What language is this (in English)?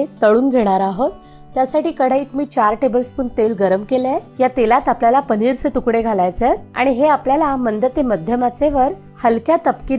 Marathi